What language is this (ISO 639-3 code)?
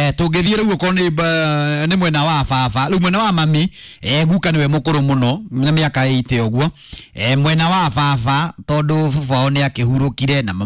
kik